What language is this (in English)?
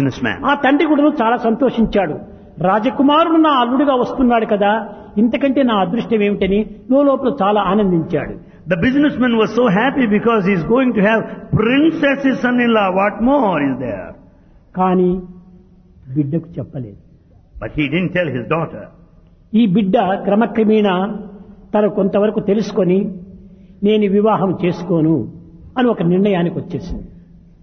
Telugu